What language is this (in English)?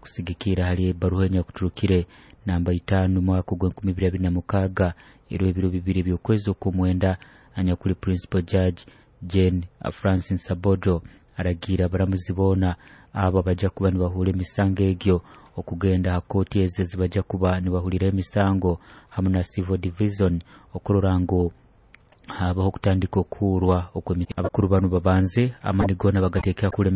Nyoro